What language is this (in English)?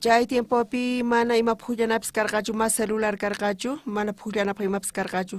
South Bolivian Quechua